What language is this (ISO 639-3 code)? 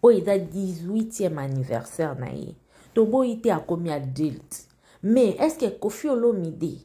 lin